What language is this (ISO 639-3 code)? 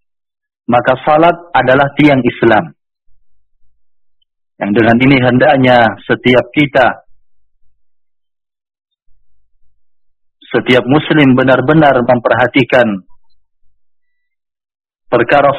ind